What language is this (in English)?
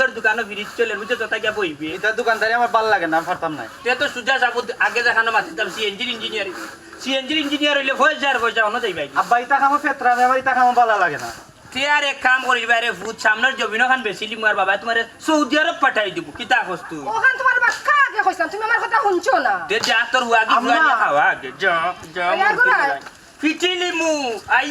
Sylheti